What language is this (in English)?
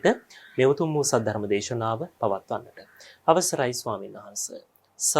Sinhala